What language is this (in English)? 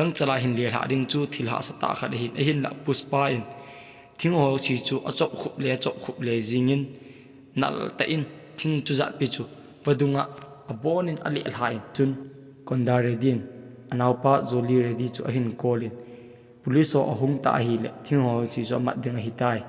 Thado Chin